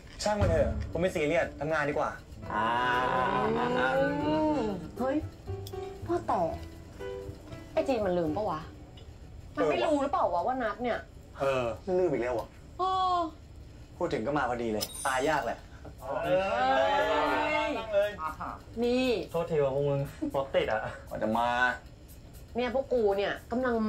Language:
Thai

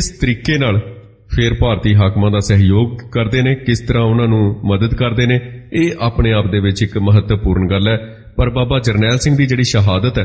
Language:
Punjabi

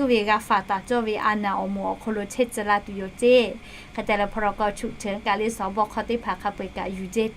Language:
Lahu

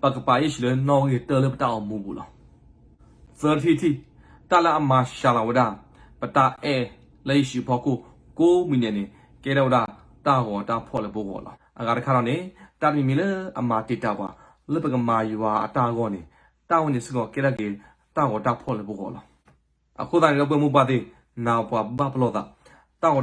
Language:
S'gaw Karen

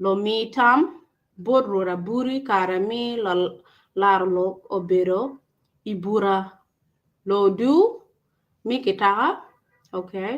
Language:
Acoli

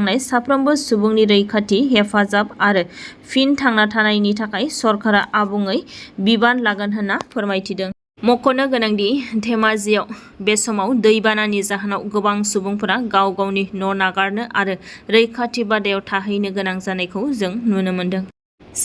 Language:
Bodo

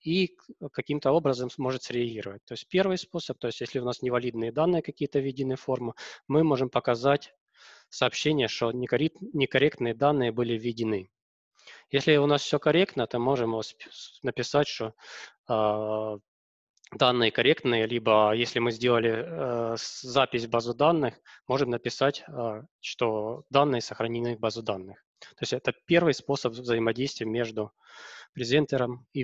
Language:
Russian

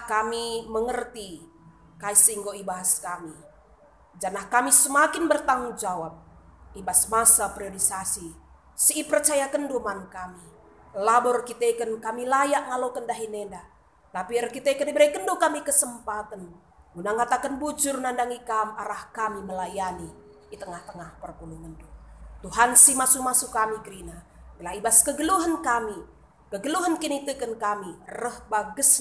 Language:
Batak Karo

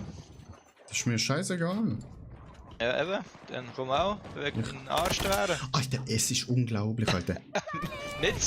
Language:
Swiss German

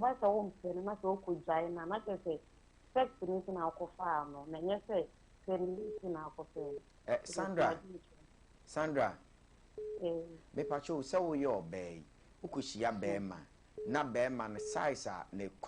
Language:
Akan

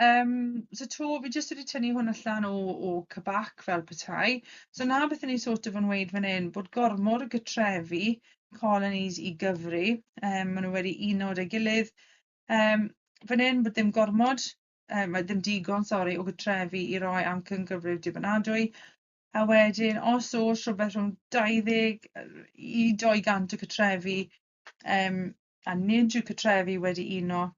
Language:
Welsh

